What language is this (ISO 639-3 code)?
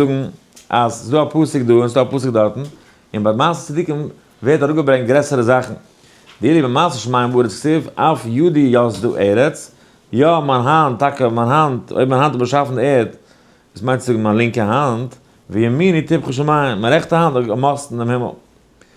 yid